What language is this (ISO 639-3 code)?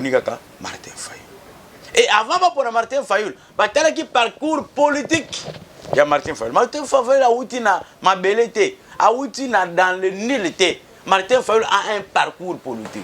lin